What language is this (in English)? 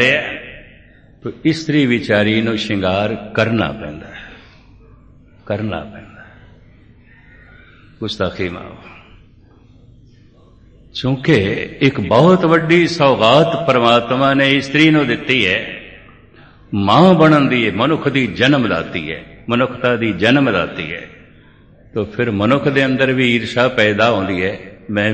Punjabi